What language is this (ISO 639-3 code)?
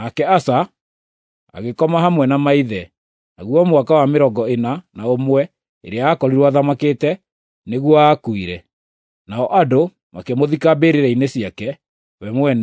kik